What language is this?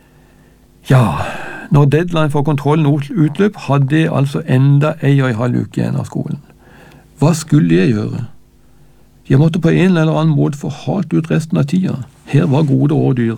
Norwegian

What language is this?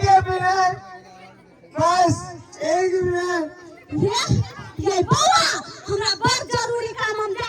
Maithili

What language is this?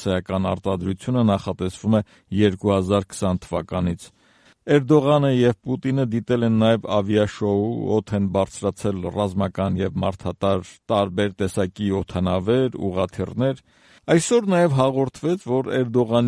Armenian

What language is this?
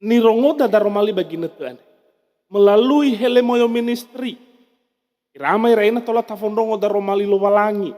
Nias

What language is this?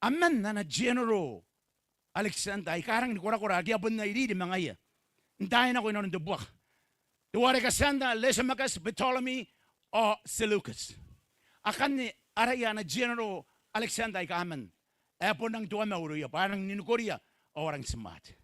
Gilbertese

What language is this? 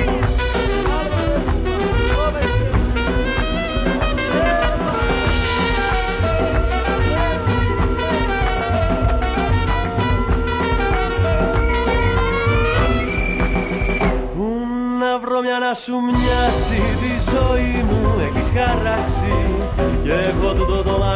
Greek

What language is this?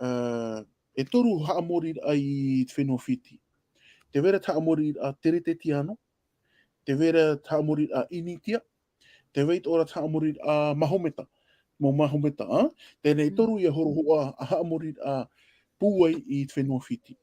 Tahitian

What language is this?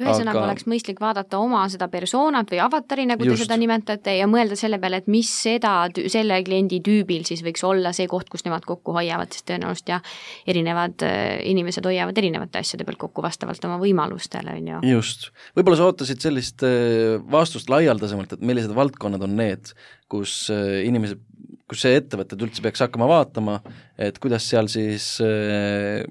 Estonian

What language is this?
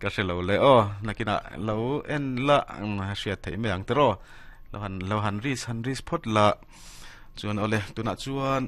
Mizo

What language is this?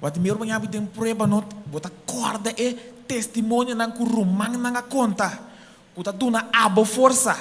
Papiamento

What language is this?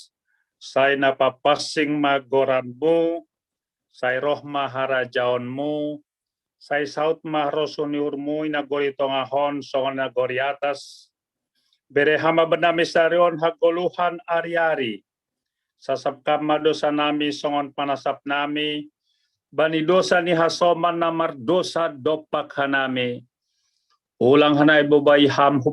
Batak Simalungun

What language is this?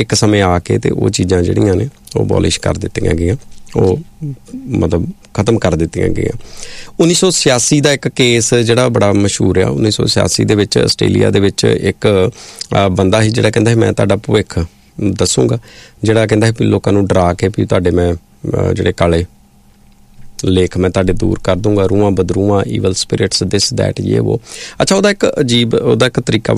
Punjabi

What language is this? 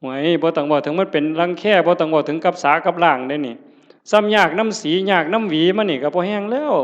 Northeastern Thai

